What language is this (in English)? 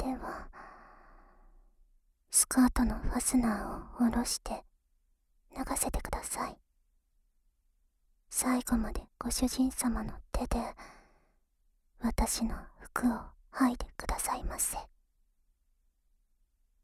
Japanese